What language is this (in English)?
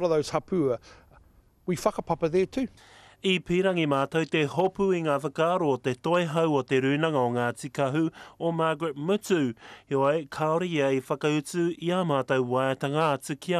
Māori